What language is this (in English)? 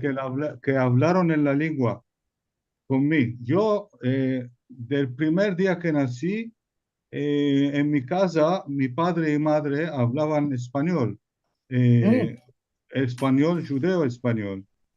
Ladino